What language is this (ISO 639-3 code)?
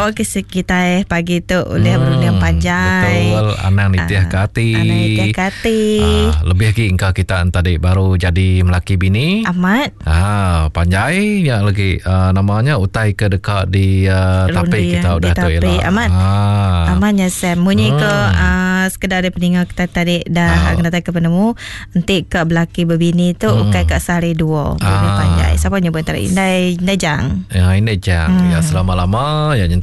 iba